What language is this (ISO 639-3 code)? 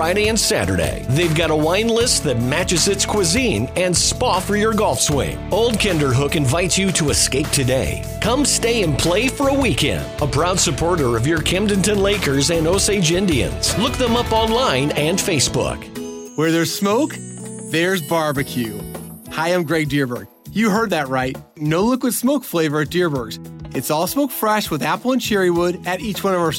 eng